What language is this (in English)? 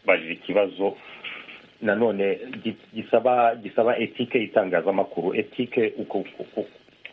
Kinyarwanda